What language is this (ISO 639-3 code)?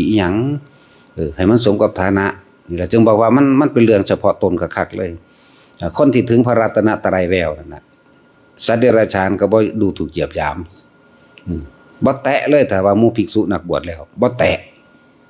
tts